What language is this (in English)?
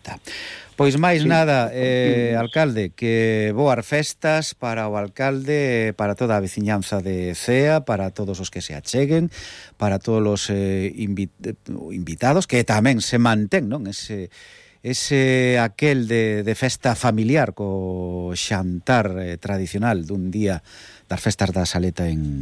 Galician